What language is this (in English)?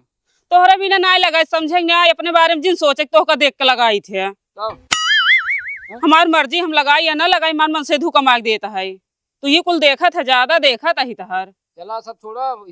Awadhi